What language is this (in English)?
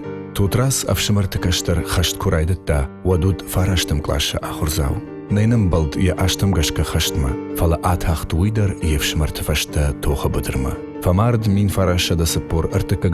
Ossetic